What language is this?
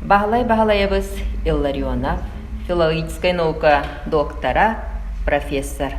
Yakut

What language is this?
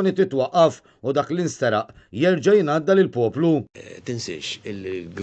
Maltese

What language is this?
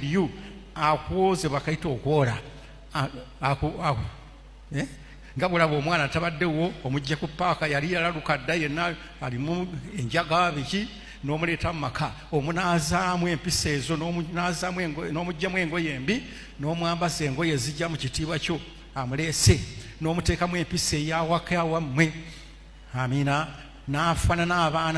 Ganda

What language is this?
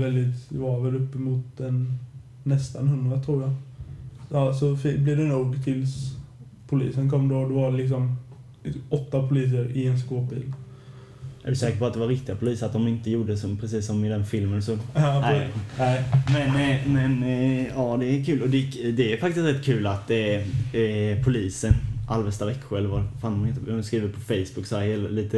Swedish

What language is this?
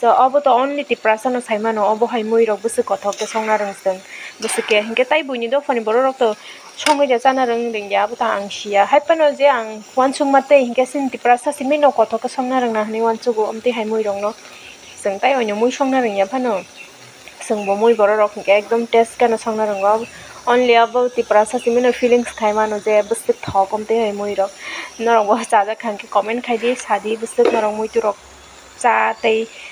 Kok Borok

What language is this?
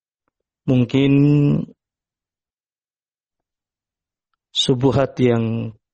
Indonesian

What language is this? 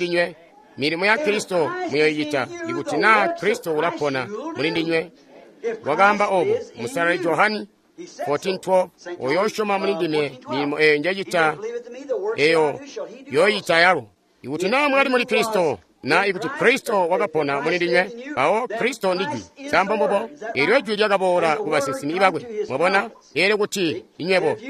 Tonga (Zambia)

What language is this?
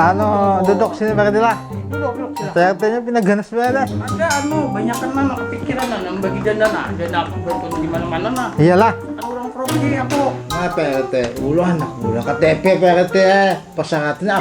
Banjar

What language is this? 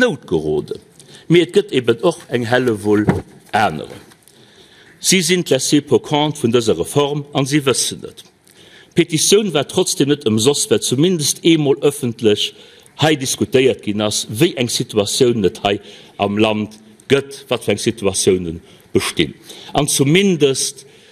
Luxembourgish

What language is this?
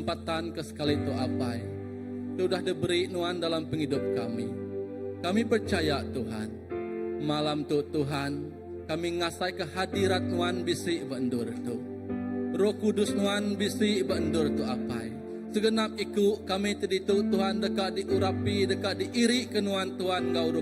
Iban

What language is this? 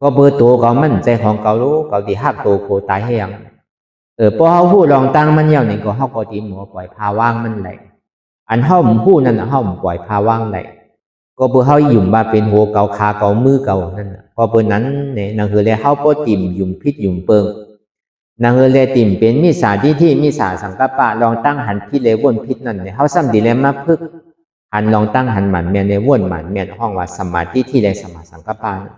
Shan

